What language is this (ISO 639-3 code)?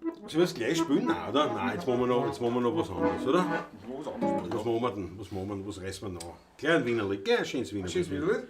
bar